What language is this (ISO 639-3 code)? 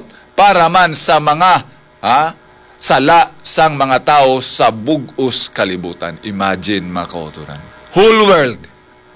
hil